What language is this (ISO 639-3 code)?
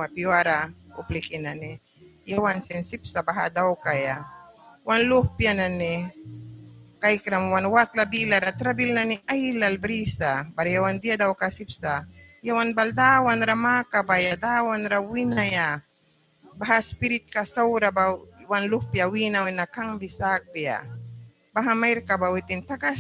miq